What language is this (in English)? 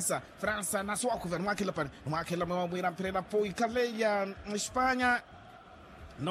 Makhuwa